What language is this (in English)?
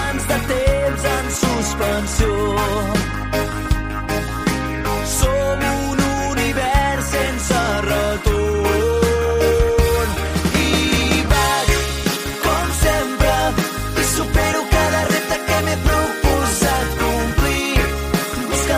Catalan